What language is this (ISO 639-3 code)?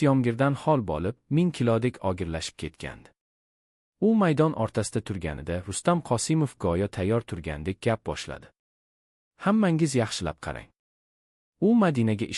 uzb